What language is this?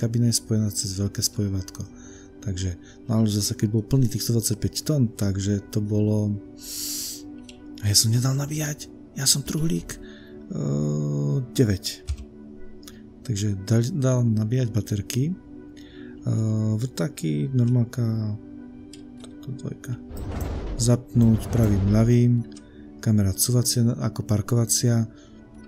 Slovak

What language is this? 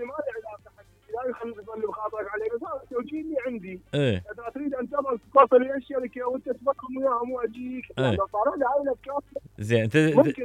Mesopotamian Arabic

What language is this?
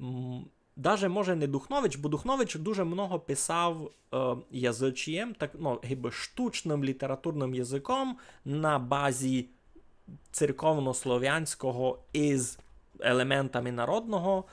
Rusyn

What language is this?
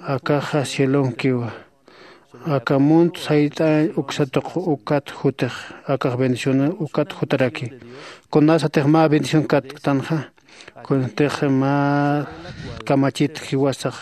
Aymara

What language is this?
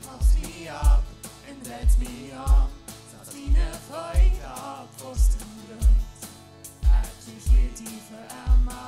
Plautdietsch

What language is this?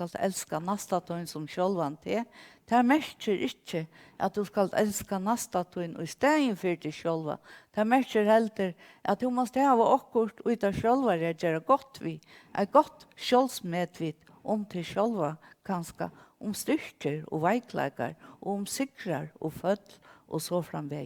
Faroese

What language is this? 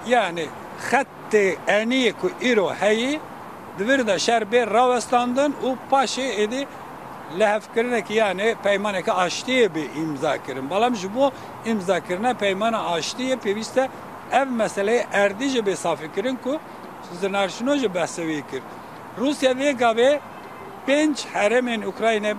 Kurdish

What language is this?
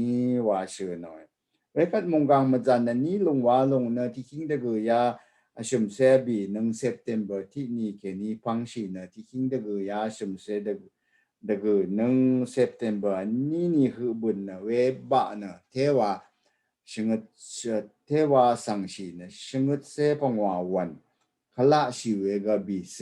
Rawang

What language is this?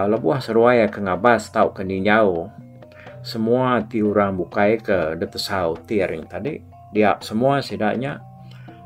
Iban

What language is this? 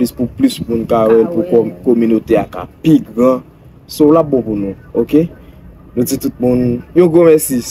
Haitian Creole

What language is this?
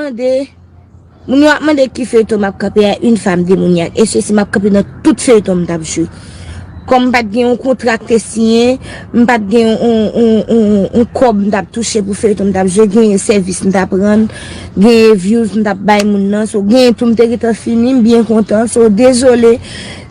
Haitian Creole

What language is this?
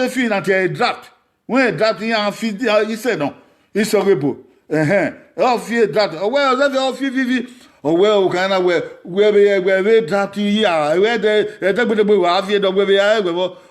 Bini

